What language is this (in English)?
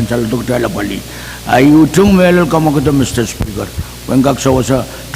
Pohnpeian